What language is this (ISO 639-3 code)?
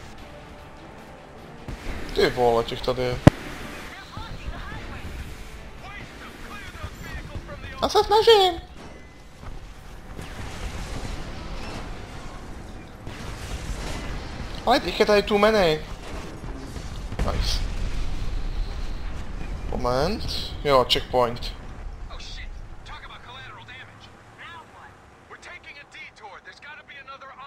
ces